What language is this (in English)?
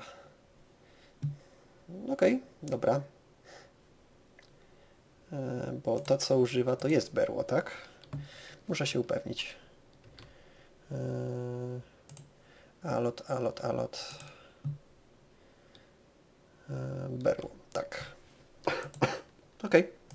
Polish